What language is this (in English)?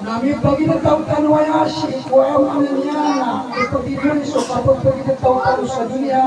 Maranao